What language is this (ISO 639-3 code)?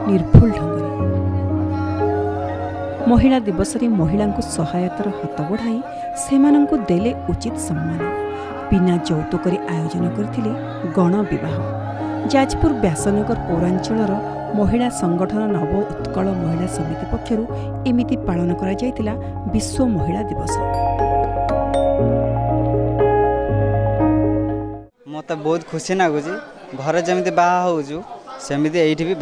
ori